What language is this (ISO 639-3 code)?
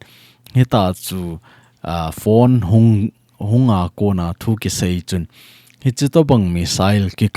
tcz